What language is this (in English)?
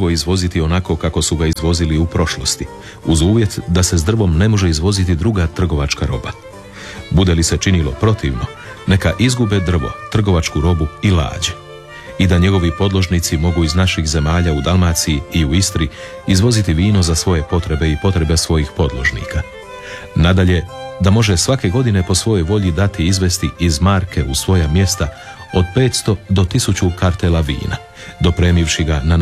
Croatian